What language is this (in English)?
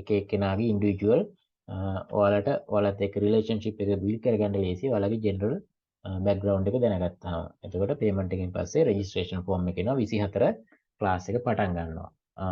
Sinhala